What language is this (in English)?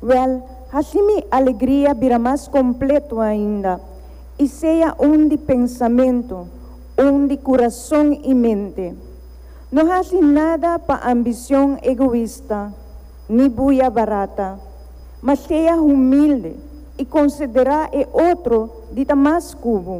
Papiamento